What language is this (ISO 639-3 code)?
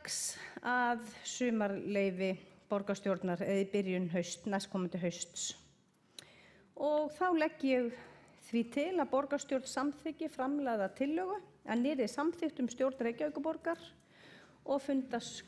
isl